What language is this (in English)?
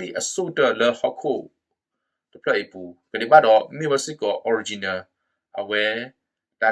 S'gaw Karen